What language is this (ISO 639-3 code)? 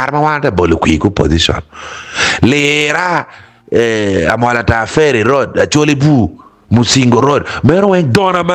ach